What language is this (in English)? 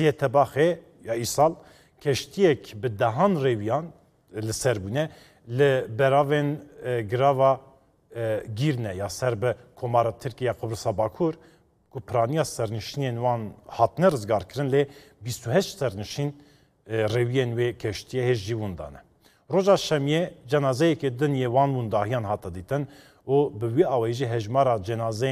Kurdish